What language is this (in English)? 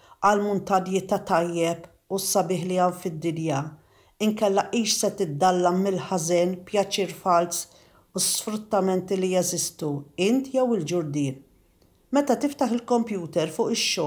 Maltese